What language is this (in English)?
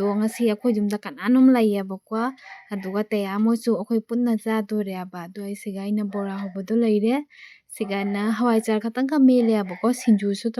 Manipuri